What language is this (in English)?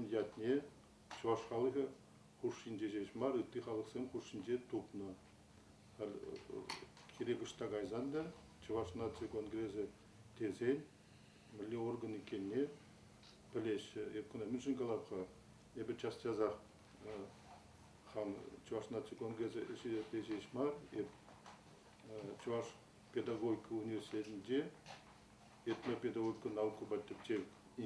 Chuvash